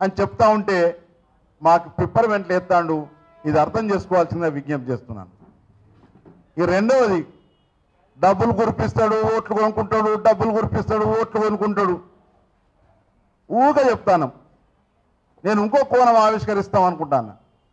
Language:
Telugu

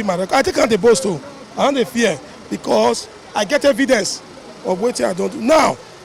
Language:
Nigerian Pidgin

